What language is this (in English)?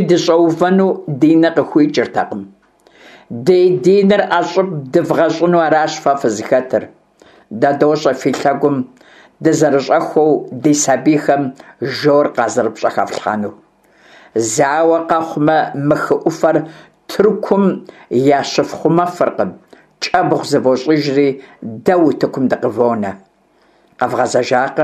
Kabardian